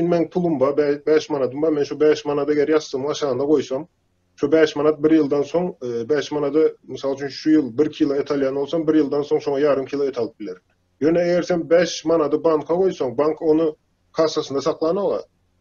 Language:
Turkmen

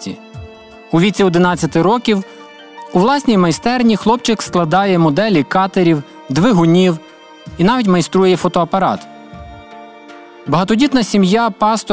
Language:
Ukrainian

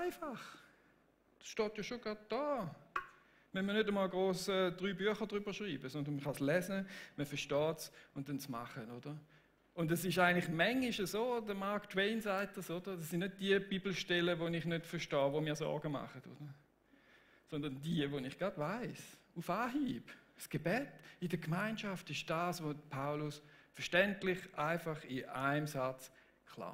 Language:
Swiss German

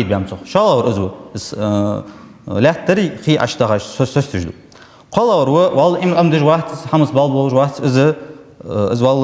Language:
Ingush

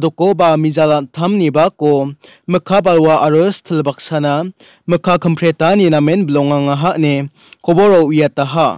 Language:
Garo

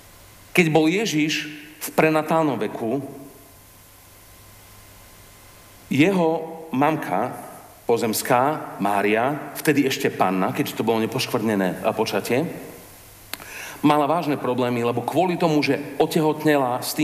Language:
Slovak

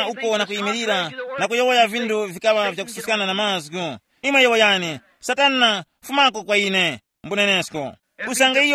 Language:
Tumbuka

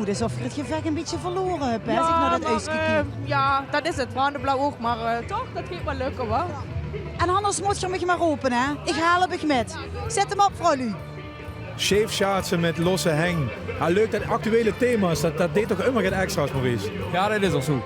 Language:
Limburgish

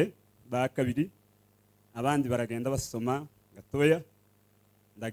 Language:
Kinyarwanda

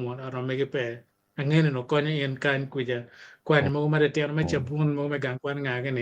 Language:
Acoli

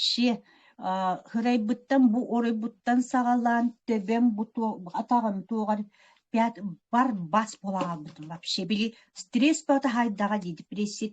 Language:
Yakut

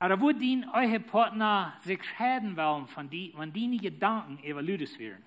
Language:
Plautdietsch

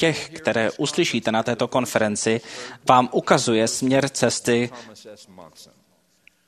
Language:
Czech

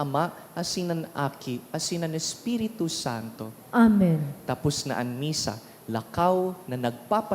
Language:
Bikol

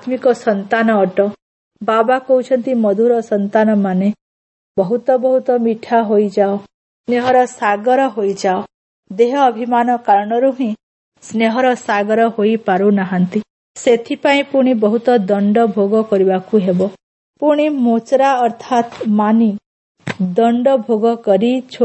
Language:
Odia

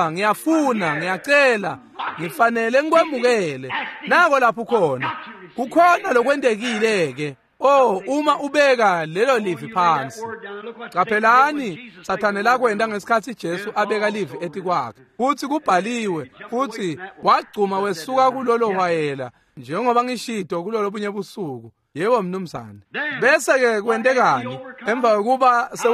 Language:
Swati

